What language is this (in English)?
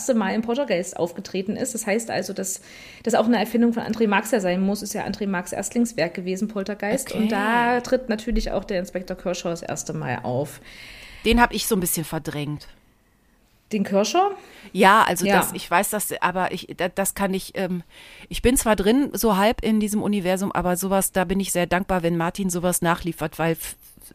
German